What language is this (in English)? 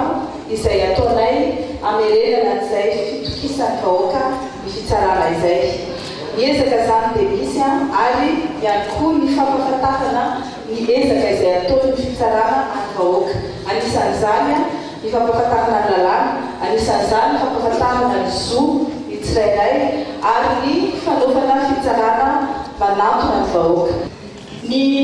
Malagasy